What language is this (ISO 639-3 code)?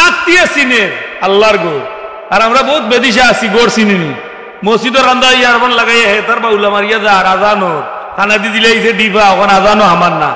syl